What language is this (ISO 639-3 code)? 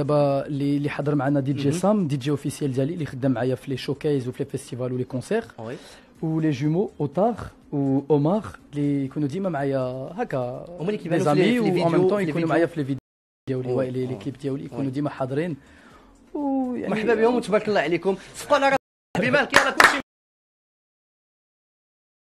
ary